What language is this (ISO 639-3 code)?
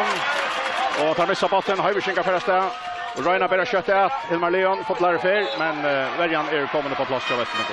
fao